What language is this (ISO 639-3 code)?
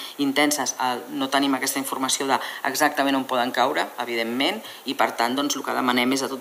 cat